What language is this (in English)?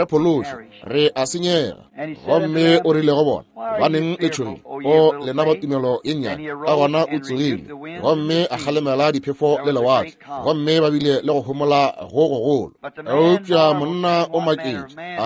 Northern Sotho